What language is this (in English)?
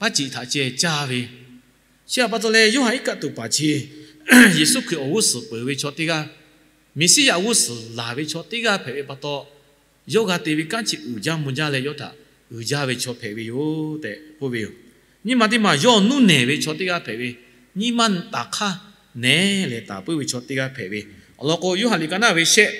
Lahu